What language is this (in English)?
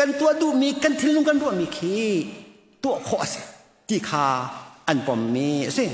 Hakha Chin